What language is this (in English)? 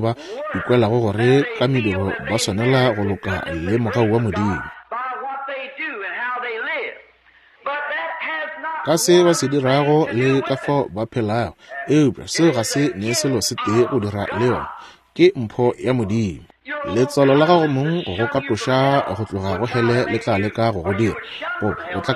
Northern Sotho